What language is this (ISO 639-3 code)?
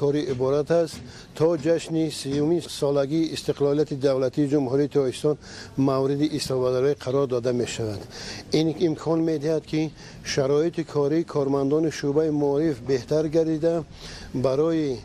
tgk